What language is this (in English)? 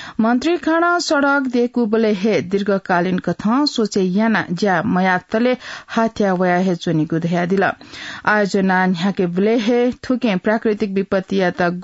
Newari